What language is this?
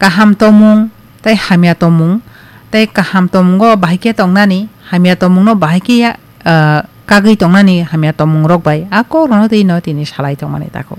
Kok Borok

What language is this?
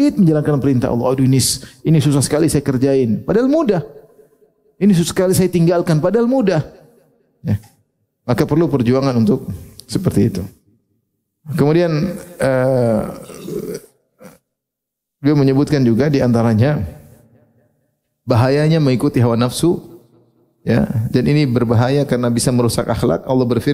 Indonesian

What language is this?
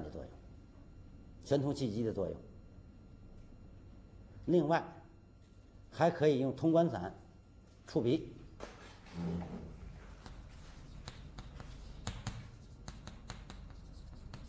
Chinese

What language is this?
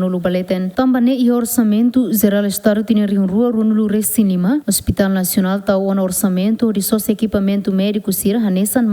Tetum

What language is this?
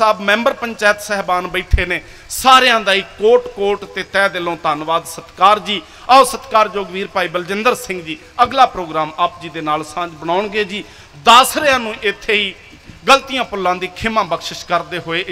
Punjabi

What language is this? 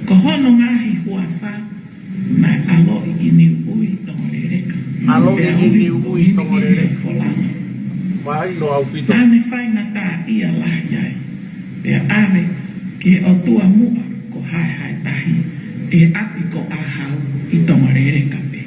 Tongan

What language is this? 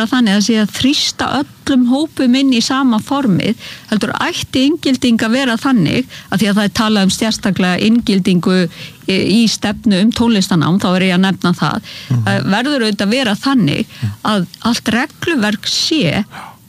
Icelandic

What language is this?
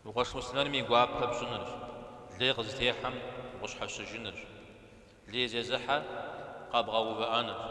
Kabardian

